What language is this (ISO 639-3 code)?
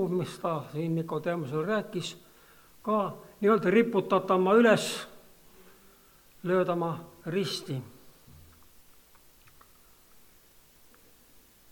est